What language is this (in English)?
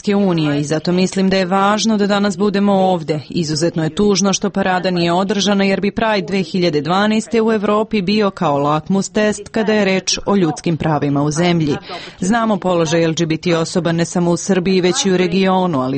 Serbian